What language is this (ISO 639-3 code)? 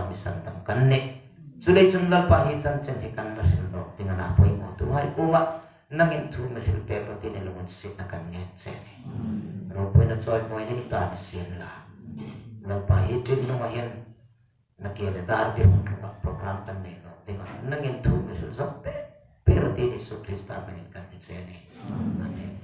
hmr